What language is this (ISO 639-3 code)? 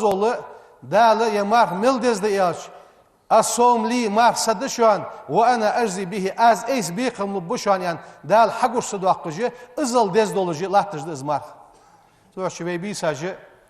inh